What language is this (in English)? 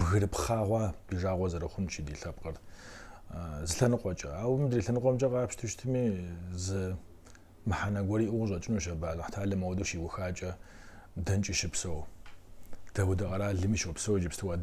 Kabardian